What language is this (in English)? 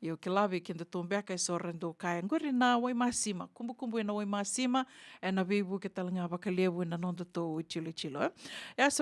Fijian